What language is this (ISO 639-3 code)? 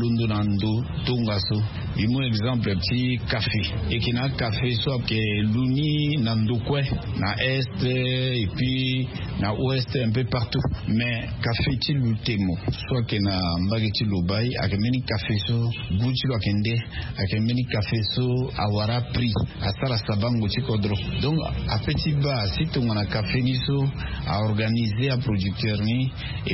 sag